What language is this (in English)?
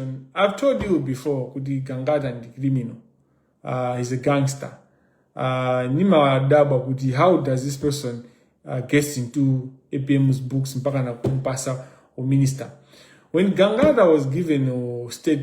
Nyanja